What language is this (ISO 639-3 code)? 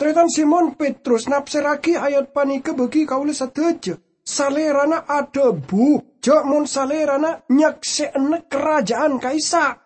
mad